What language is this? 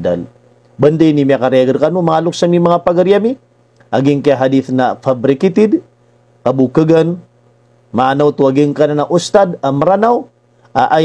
Maranao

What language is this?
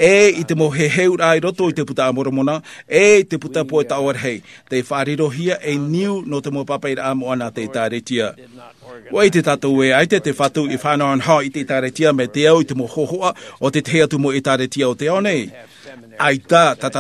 Tahitian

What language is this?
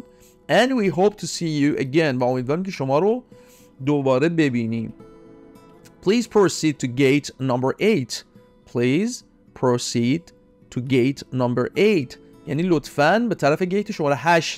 Persian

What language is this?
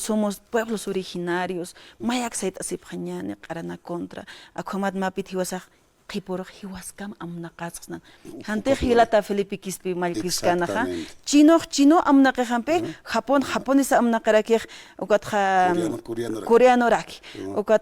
Aymara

